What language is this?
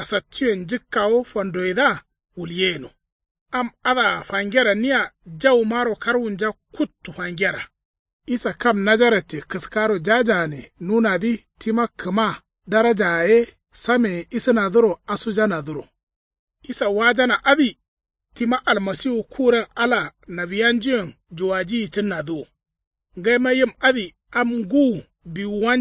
Kanuri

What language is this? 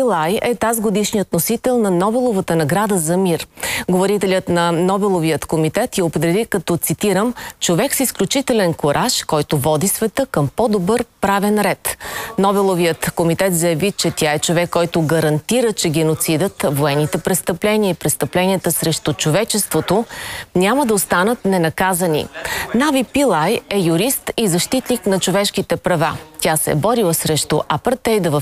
Bulgarian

